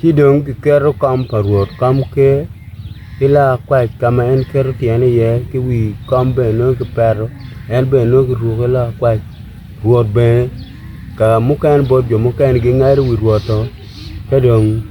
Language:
Acoli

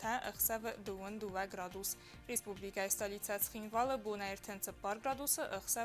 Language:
Ossetic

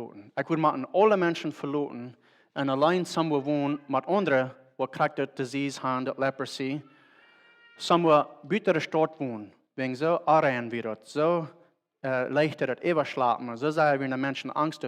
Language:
Plautdietsch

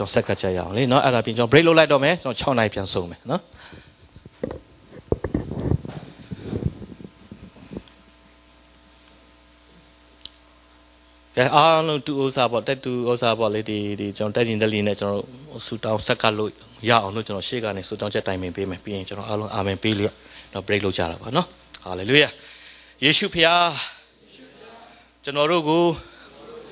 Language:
Burmese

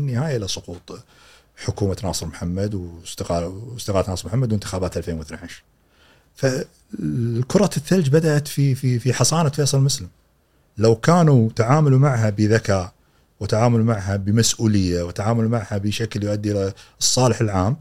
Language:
Gulf Arabic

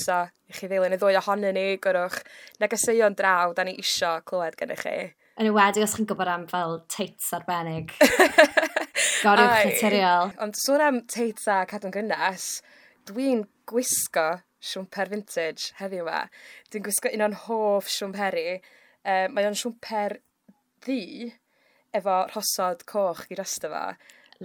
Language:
Welsh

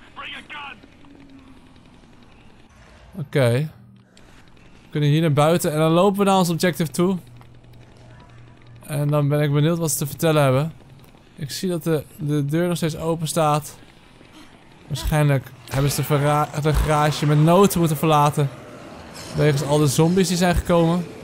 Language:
Dutch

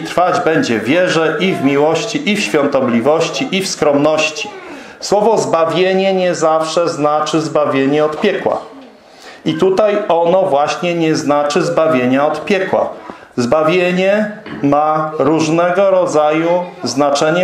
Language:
Polish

